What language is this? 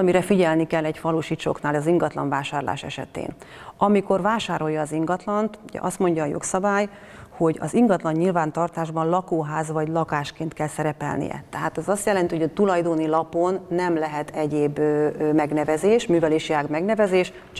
Hungarian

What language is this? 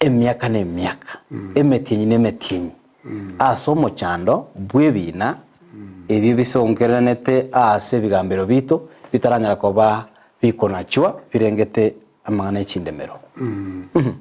Gusii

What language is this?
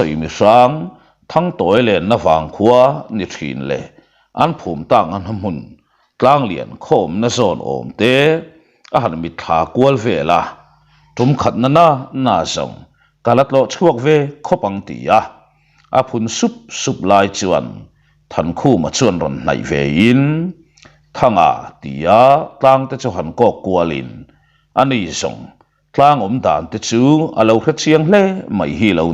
Mizo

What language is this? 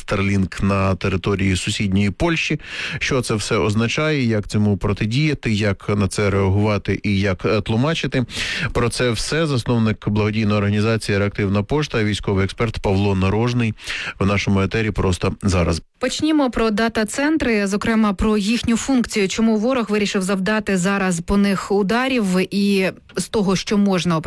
Ukrainian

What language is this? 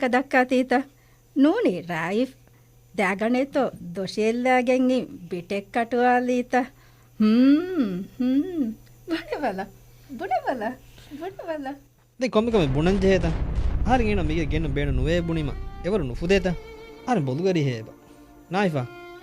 Divehi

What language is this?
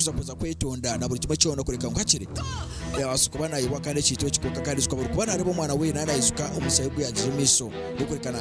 Nyankole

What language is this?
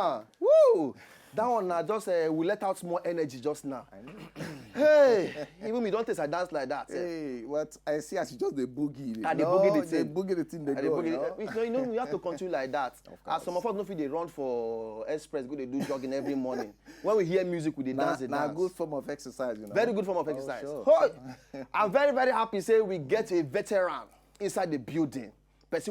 Nigerian Pidgin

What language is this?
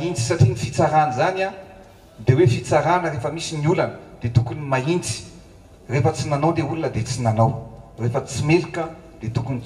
Malagasy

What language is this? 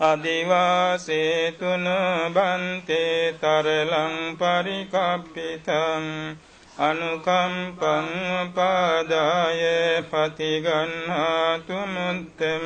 Pali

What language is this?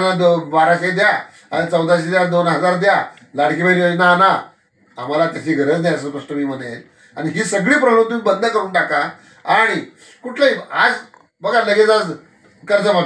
Marathi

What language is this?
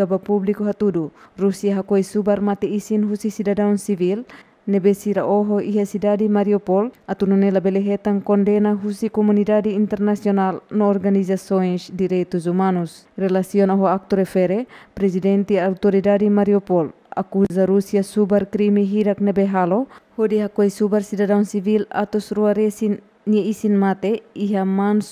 Tetum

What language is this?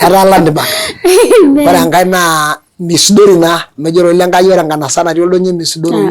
Masai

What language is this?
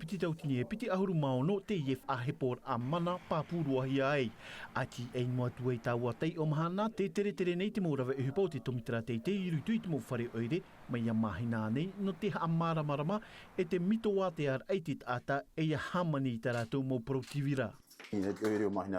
Tahitian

